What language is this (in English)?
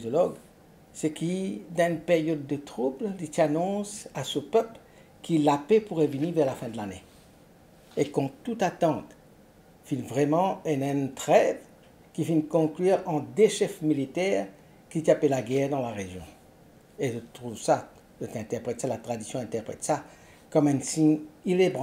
Morisyen